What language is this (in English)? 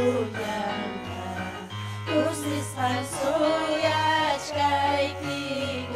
Ayacucho Quechua